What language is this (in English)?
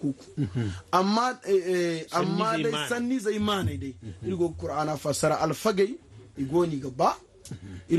Zarma